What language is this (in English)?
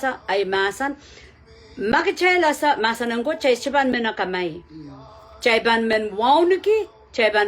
Pohnpeian